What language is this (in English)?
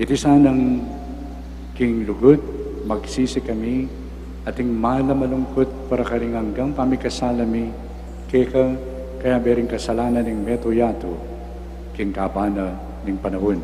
Pampanga